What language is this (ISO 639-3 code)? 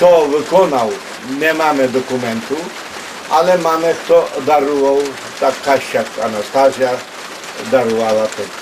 rue